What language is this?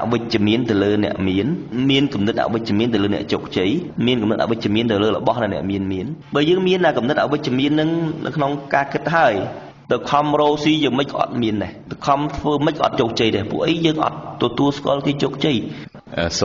Khmer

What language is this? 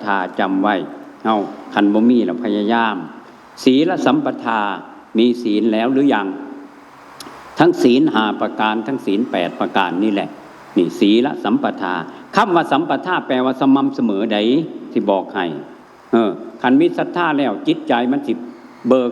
Northeastern Thai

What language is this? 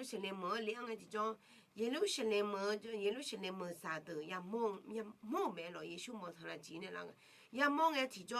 Akha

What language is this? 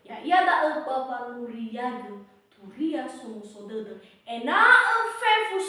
Nias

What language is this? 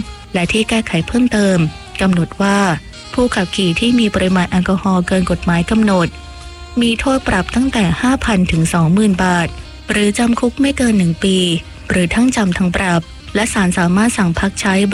Thai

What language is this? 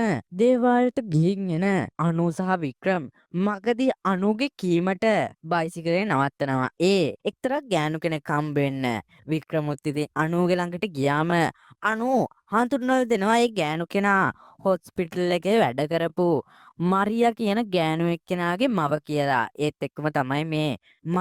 Sinhala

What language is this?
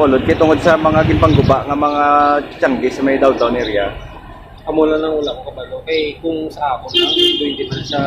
Hiligaynon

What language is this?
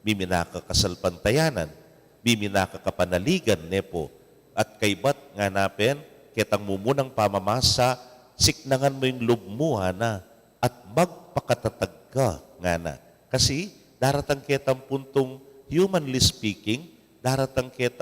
Pampanga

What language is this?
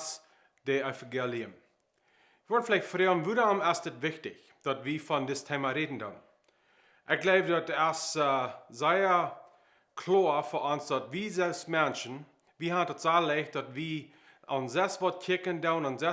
Plautdietsch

